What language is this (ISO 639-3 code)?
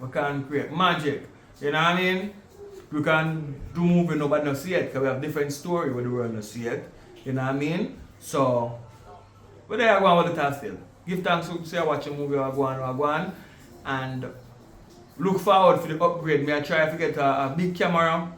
jam